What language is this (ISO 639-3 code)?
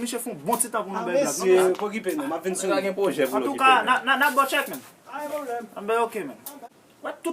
hat